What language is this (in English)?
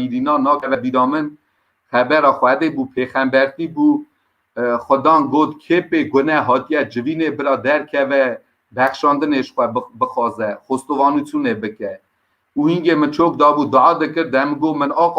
Kurdish